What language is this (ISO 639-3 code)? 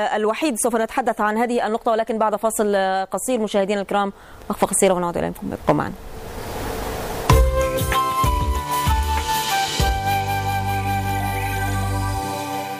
ara